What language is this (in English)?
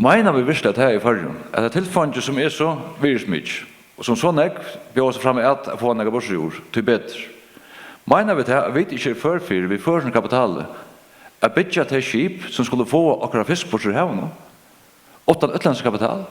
Faroese